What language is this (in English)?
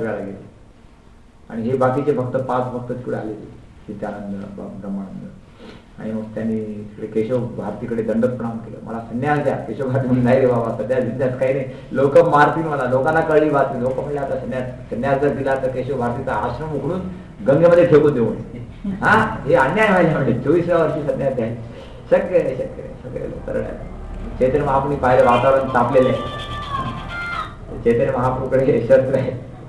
Marathi